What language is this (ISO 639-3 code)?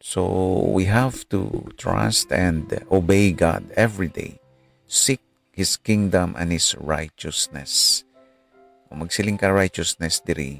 hil